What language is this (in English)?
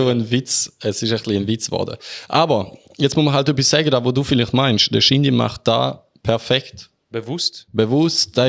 Swiss German